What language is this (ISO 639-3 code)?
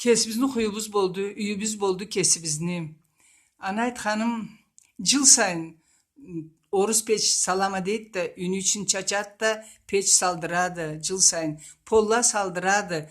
krc